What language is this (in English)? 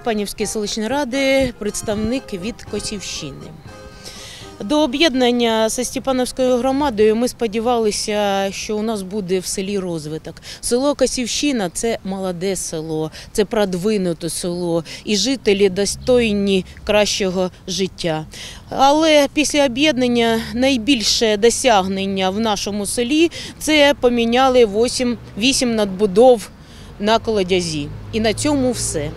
Ukrainian